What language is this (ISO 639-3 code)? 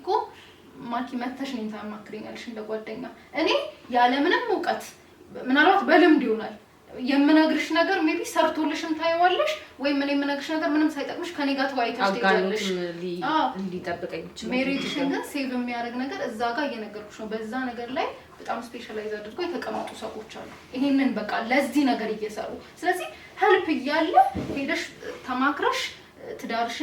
amh